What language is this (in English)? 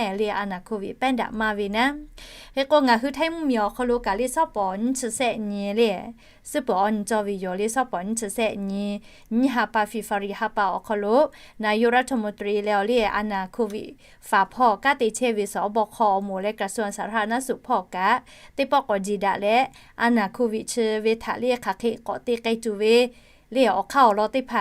Lahu